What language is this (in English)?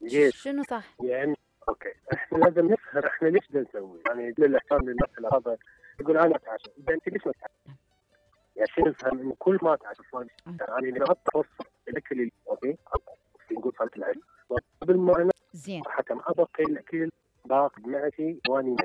Mesopotamian Arabic